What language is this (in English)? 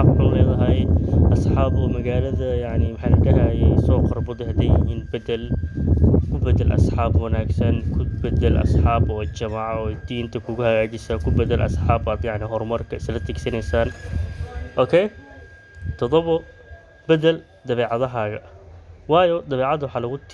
Somali